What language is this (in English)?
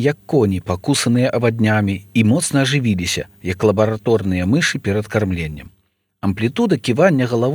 Belarusian